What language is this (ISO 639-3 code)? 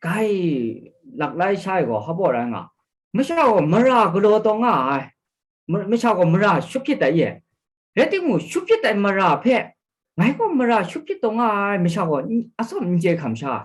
kac